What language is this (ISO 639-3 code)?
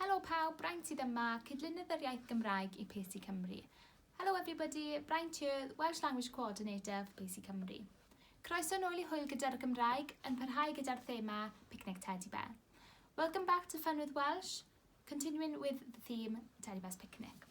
cym